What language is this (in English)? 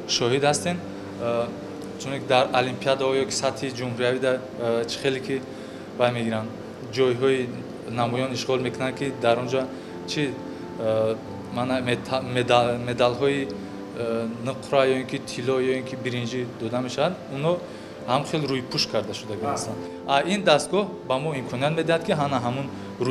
Tajik